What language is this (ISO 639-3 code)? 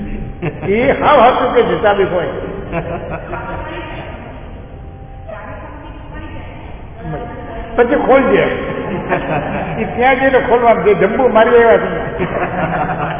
guj